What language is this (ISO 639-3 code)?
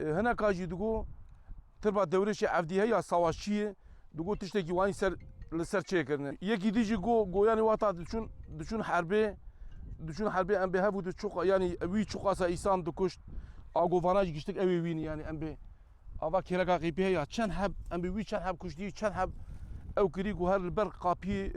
kur